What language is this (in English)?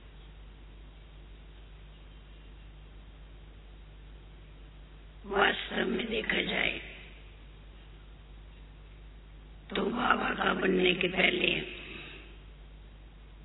Hindi